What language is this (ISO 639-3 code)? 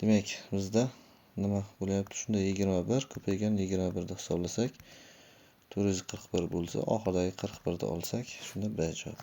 uzb